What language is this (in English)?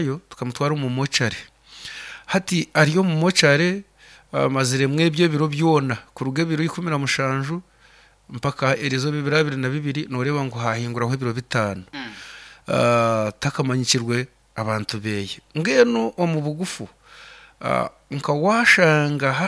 Nyoro